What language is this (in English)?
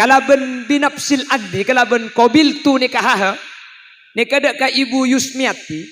Madurese